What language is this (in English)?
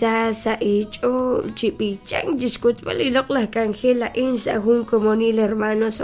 Kekchí